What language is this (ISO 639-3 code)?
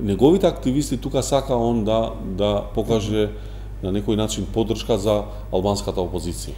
mkd